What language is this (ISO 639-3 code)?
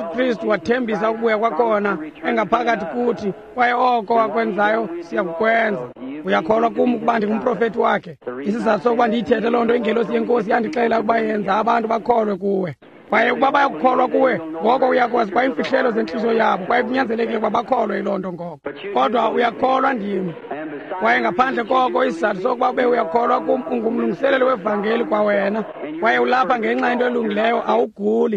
xho